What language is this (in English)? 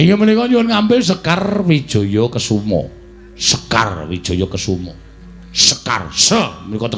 Javanese